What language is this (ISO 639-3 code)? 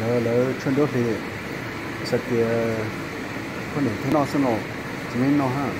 hmn